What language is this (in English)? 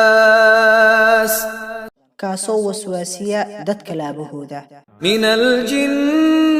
Somali